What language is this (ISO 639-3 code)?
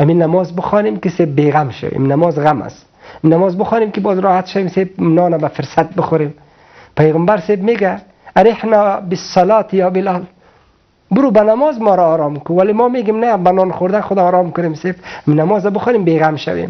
fas